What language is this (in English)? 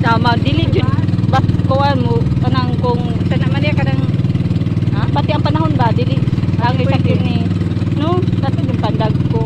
Cebuano